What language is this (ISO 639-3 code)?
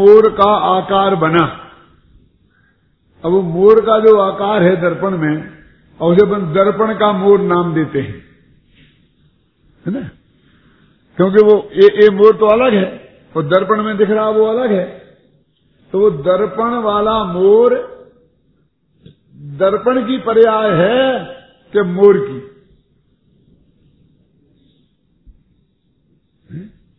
hin